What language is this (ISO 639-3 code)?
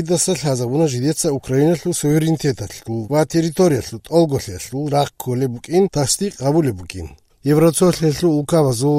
ava